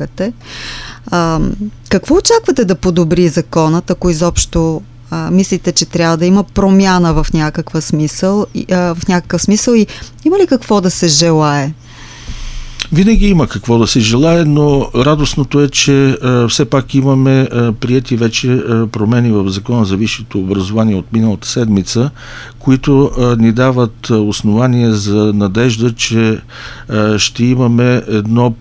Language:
Bulgarian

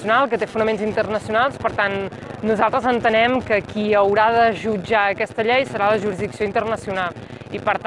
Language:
Catalan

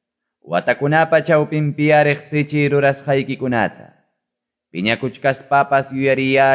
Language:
Quechua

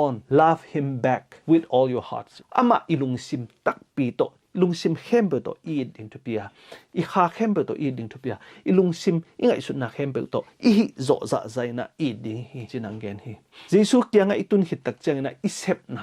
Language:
Tedim Chin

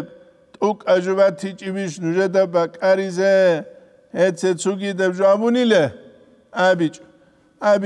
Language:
Avaric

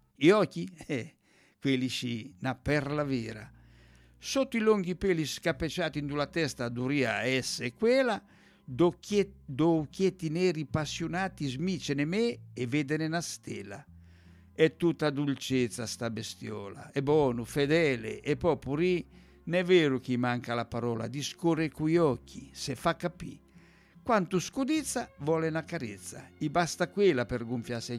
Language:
Italian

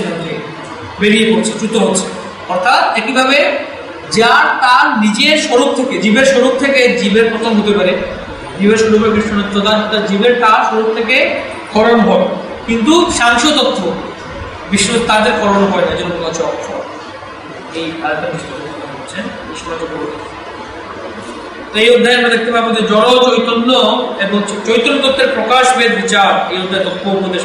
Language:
Bangla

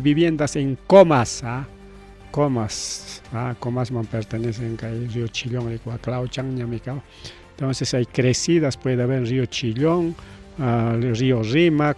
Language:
Ayacucho Quechua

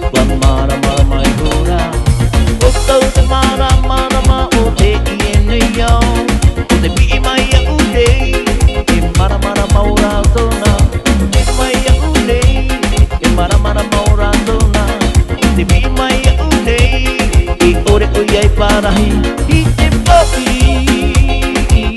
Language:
Tahitian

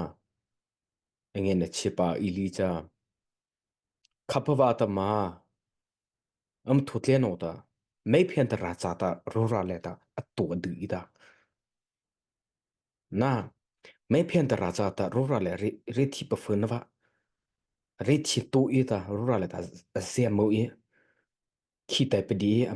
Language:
Mara Chin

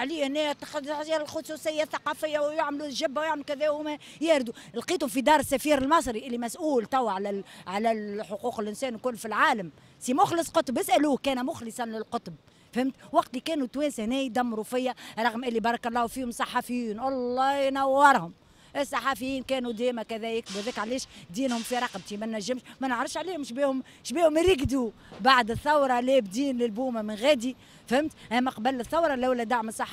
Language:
Tunisian Arabic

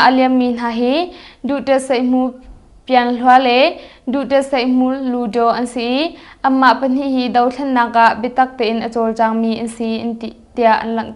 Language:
Hakha Chin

